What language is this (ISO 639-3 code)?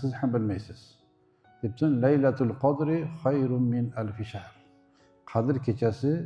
uzb